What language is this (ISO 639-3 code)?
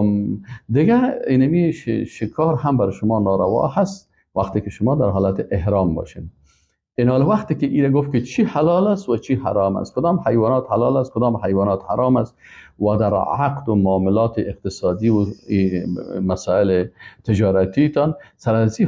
fas